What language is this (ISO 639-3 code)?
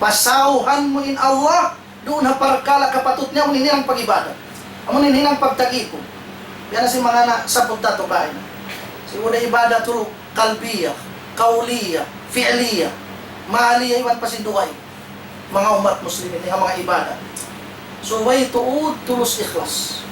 tsg